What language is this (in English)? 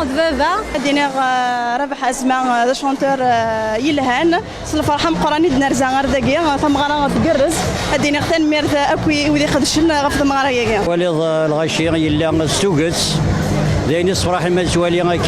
Kabyle